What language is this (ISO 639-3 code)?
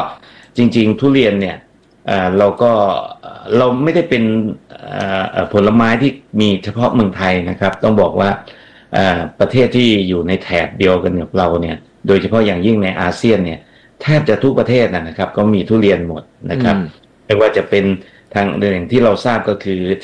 tha